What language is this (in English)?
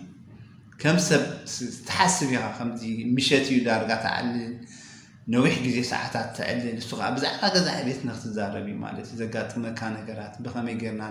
Tigrinya